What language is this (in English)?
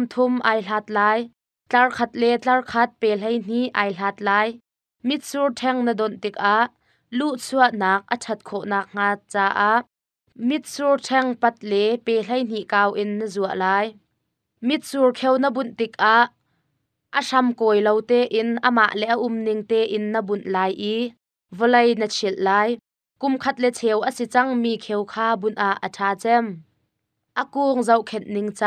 Hakha Chin